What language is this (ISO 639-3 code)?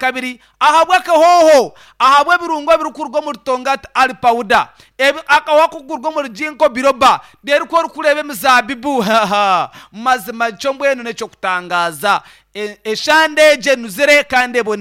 nyn